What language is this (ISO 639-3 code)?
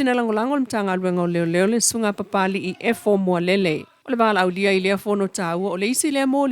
smo